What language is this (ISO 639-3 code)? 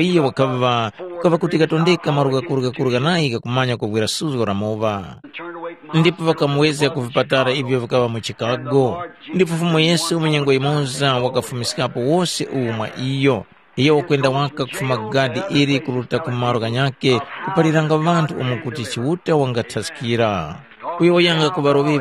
tum